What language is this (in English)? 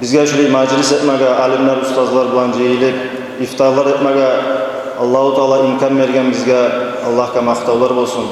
Kumyk